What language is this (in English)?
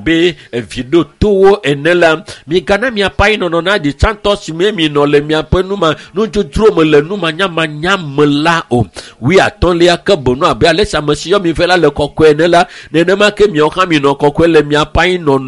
Ewe